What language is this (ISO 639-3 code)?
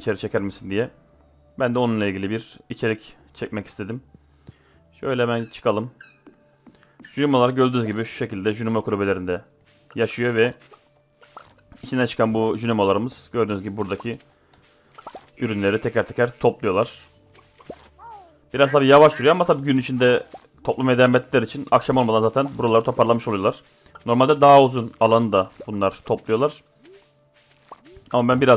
tur